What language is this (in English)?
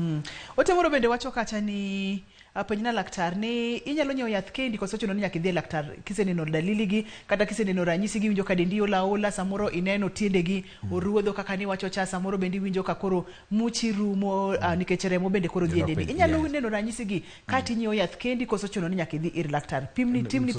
Luo (Kenya and Tanzania)